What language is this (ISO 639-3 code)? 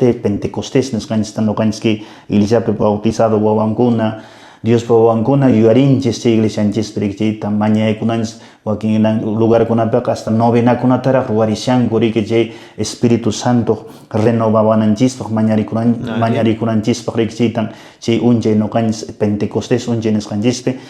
que